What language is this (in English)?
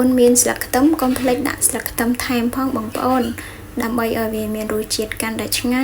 Khmer